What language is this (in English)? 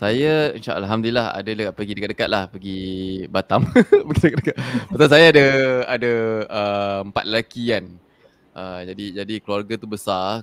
Malay